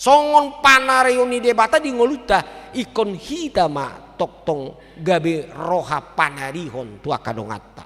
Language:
Batak Toba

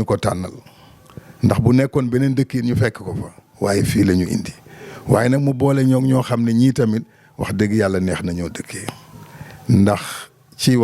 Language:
Wolof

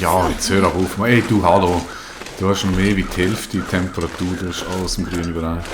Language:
Swiss German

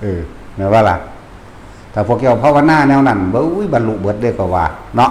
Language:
Northeastern Thai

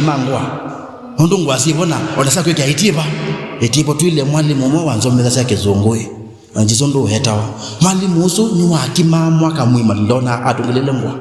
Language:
Kamba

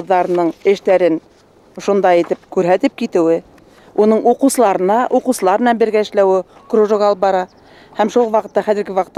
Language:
Bashkir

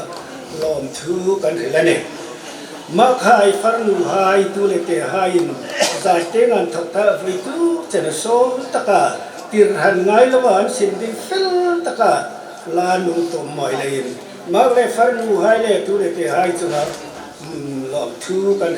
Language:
Hmar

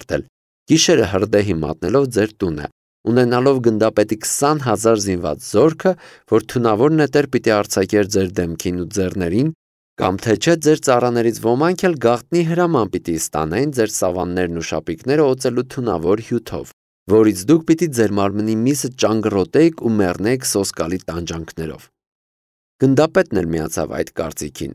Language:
Armenian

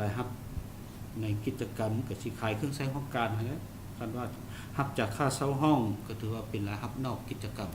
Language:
Lao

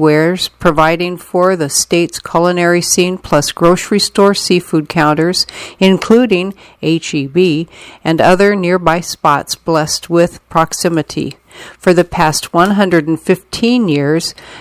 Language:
English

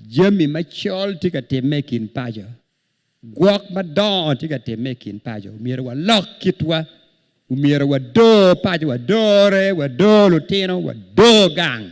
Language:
Acoli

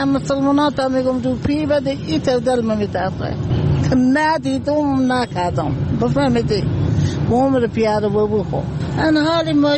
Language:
Persian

